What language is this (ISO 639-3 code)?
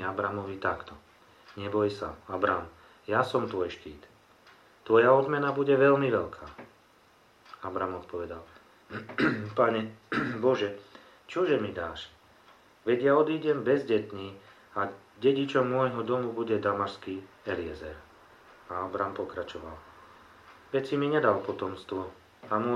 slk